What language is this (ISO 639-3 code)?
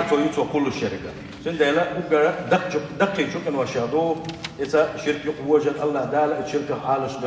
che